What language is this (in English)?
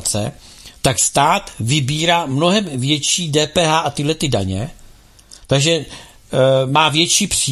Czech